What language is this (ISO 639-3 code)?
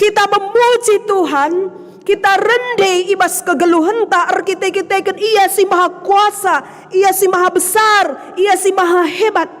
btx